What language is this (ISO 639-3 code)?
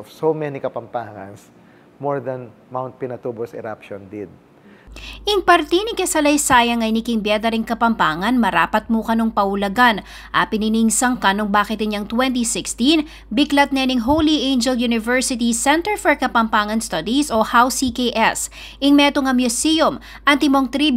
pam